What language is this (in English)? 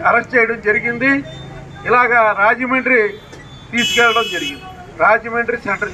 Telugu